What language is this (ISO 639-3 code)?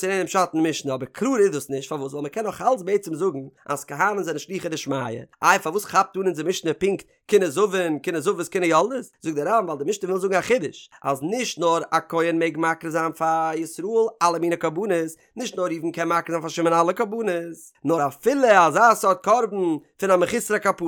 yid